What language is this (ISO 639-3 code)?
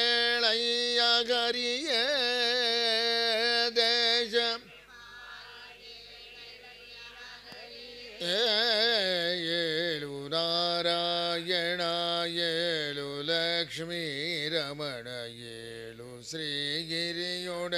kan